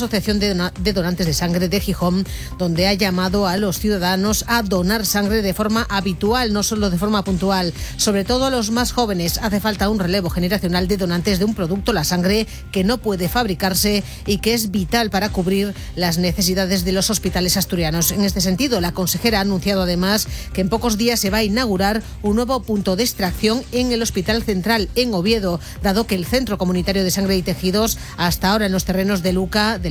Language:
Spanish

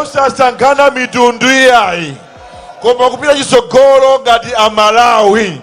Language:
Nyanja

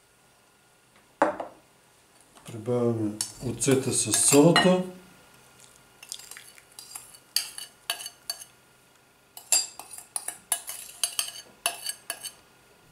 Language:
Bulgarian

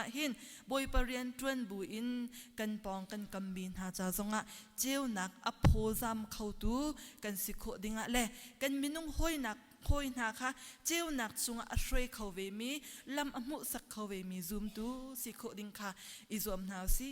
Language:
Hakha Chin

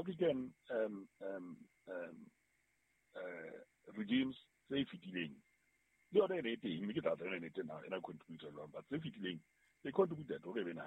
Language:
Southern Sotho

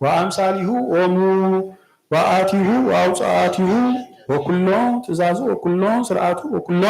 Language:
Geez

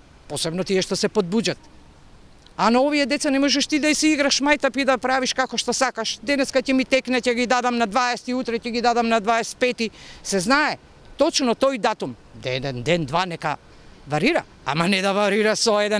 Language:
Macedonian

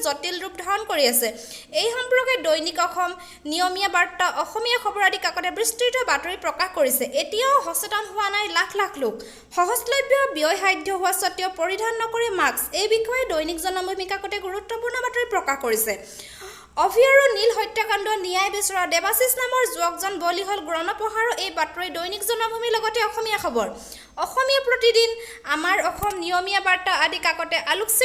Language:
Assamese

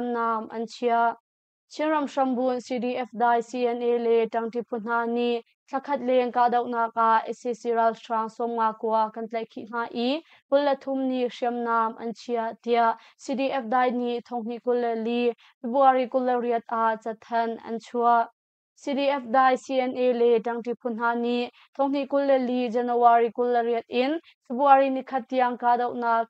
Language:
Hakha Chin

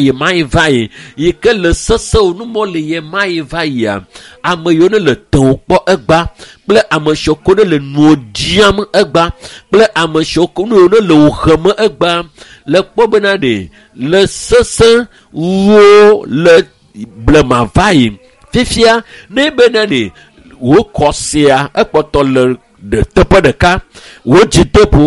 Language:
Ewe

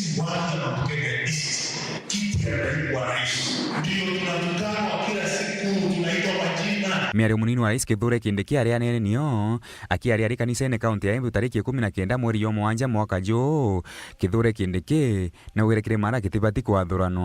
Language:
Meru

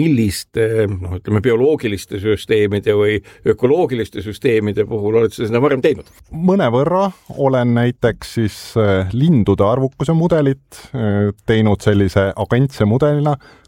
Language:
Estonian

